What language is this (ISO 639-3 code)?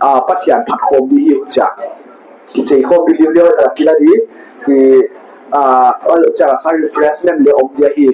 pck